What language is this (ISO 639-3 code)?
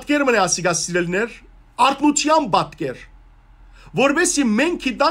hyw